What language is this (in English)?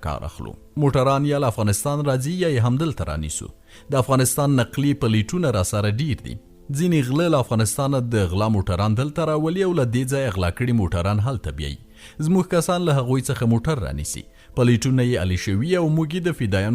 Pashto